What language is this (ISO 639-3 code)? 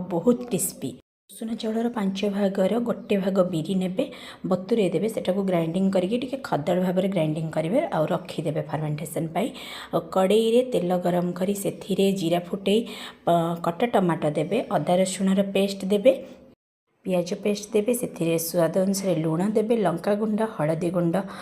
ori